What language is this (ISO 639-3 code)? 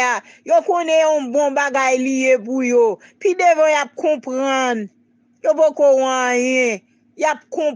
hat